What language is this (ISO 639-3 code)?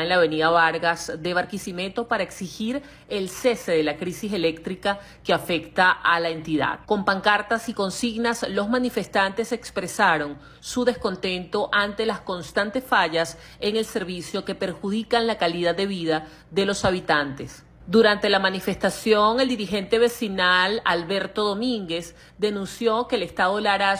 spa